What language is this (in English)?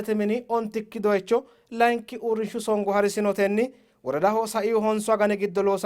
Sidamo